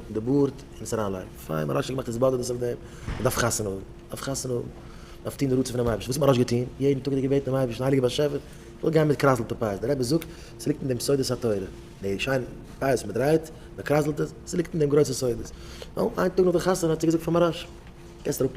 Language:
Yiddish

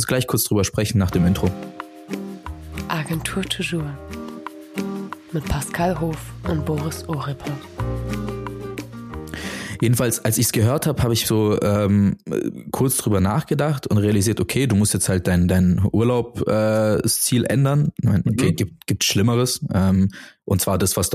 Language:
German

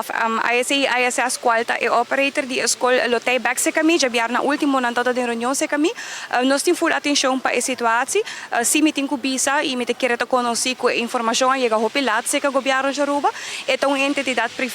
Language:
Papiamento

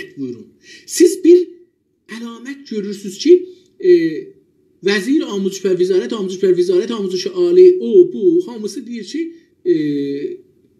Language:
South Azerbaijani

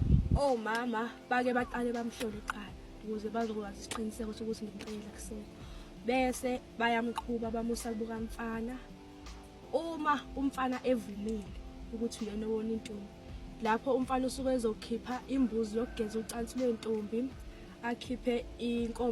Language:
Zulu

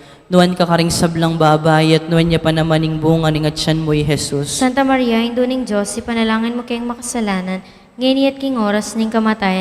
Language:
Pampanga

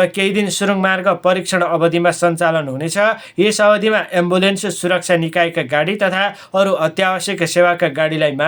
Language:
Nepali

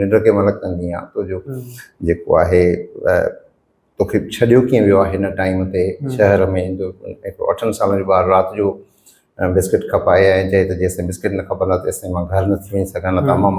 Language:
Sindhi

